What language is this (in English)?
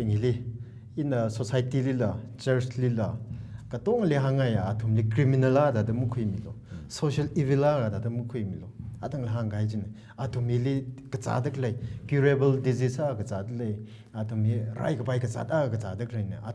Tangkhul Naga (India)